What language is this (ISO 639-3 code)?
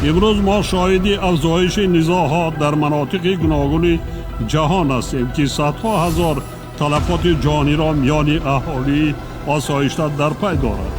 tgk